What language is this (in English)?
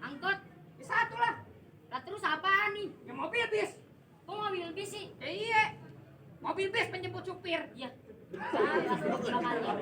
Betawi